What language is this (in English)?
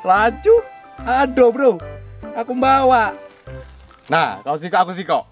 Musi